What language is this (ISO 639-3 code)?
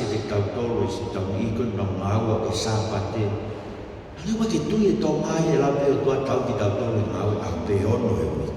ton